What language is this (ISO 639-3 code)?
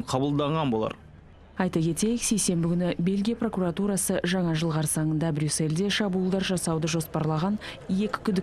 kaz